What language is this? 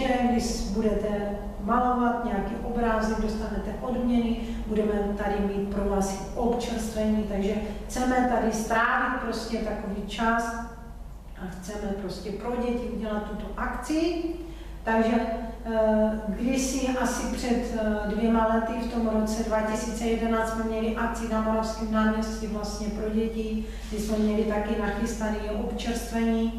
Czech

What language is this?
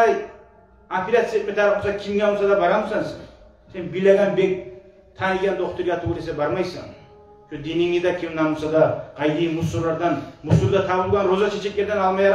Kumyk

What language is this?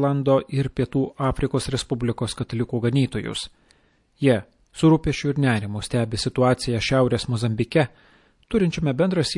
Lithuanian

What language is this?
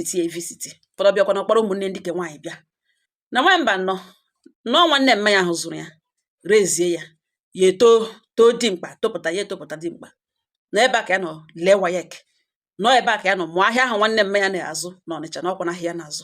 Igbo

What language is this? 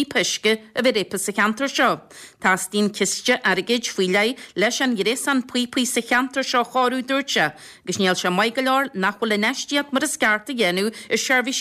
Irish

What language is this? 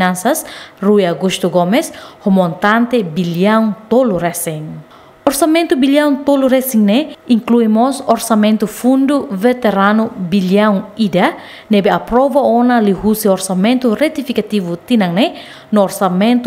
Tetum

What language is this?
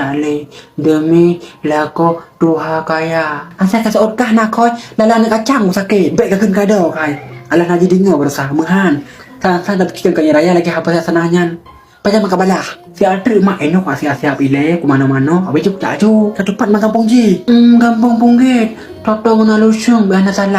Achinese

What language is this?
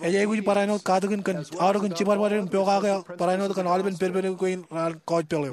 Marshallese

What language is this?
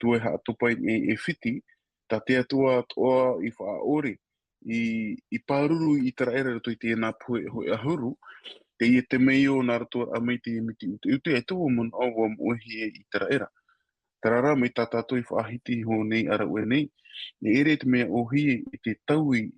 Tahitian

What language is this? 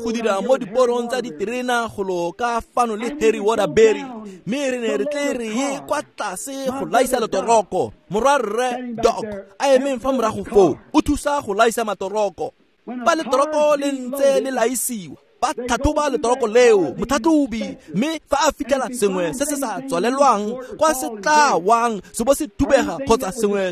Tswana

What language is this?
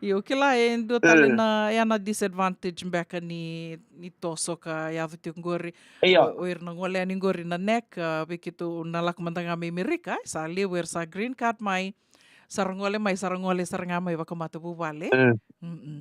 Fijian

